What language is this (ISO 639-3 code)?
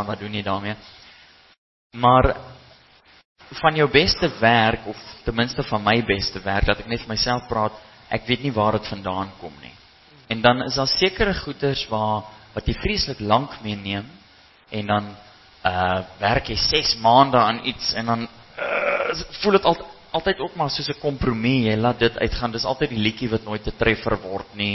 afr